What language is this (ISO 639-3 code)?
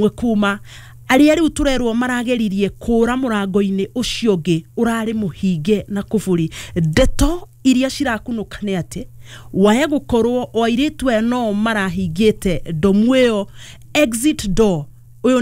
kik